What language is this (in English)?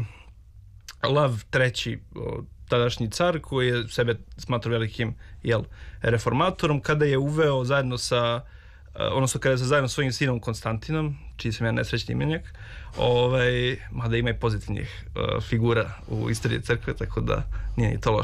Serbian